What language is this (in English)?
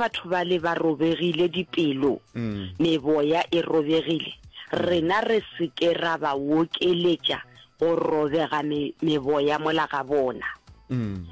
Northern Sotho